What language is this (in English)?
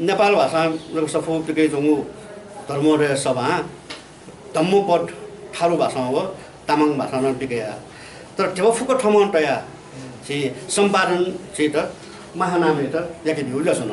Newari